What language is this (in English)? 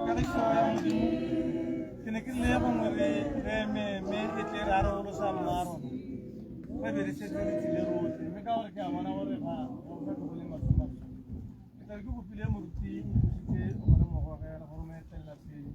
Tswana